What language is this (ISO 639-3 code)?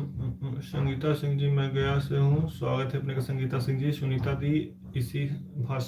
mag